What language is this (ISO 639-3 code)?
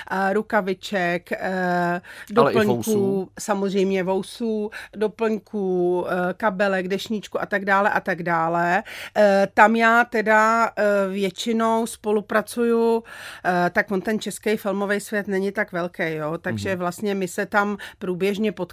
ces